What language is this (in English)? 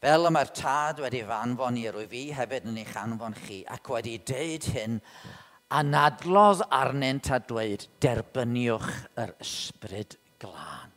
Welsh